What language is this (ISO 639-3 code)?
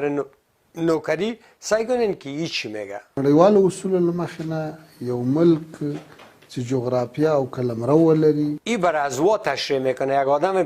tgk